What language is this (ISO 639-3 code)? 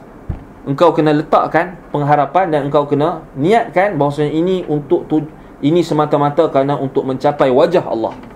msa